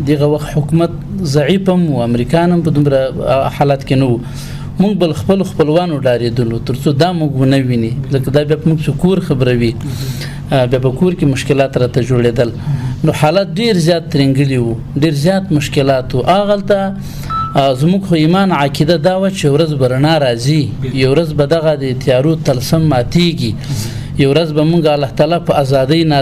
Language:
Pashto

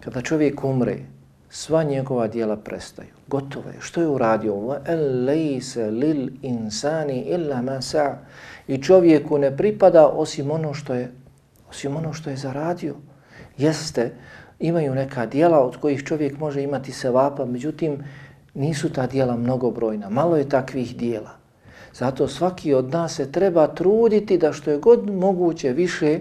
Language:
Bosnian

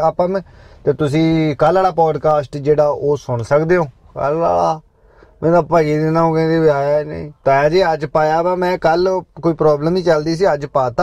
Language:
Punjabi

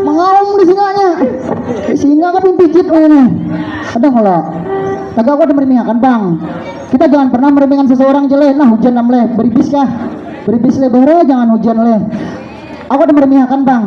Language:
Banjar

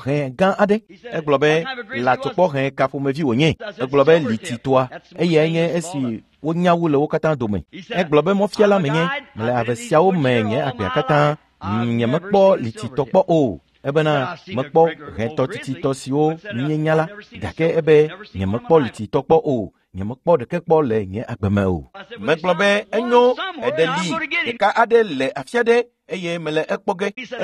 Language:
Ewe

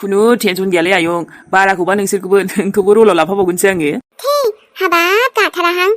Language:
Bodo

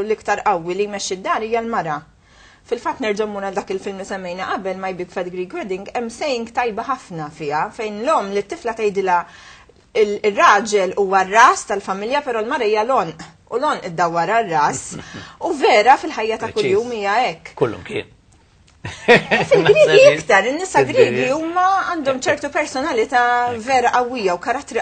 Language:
Maltese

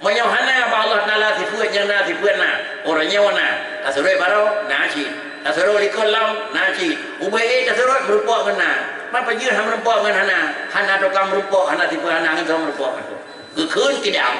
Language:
Achinese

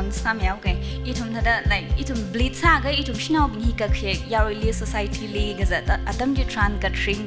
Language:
Tangkhul Naga (India)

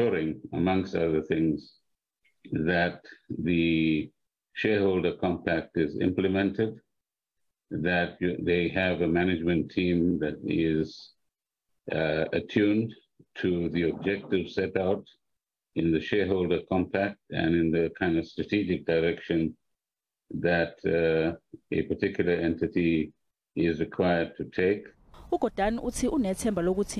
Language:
Zulu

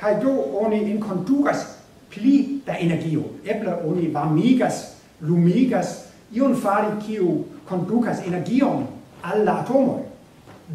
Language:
Esperanto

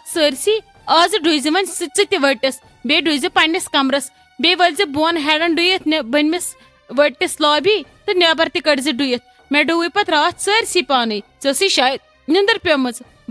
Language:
Kashmiri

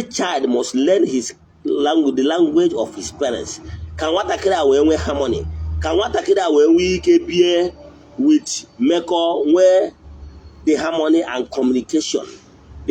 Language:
Igbo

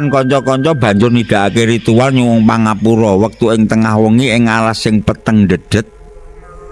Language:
Javanese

